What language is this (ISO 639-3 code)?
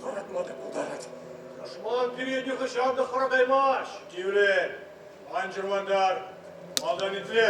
chv